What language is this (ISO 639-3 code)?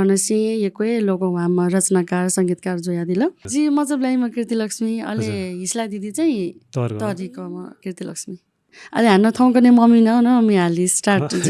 new